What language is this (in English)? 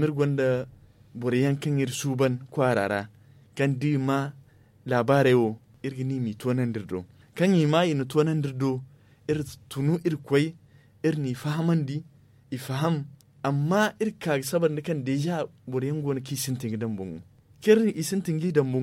Zarma